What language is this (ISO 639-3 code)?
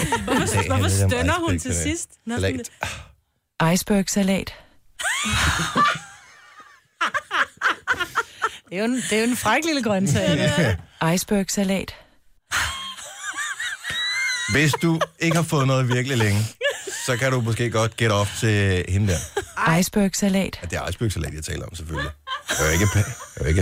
dan